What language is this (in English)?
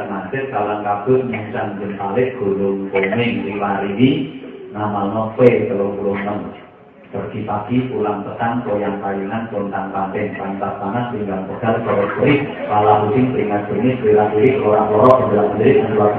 Javanese